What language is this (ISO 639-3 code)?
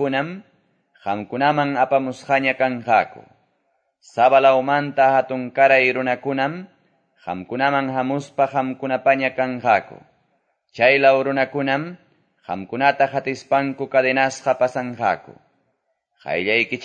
que